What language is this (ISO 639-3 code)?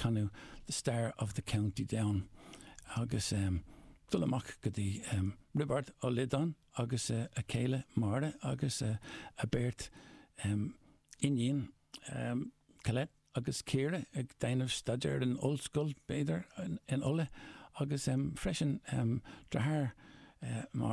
gle